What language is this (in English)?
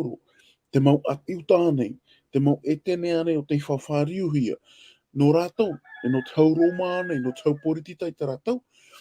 Tahitian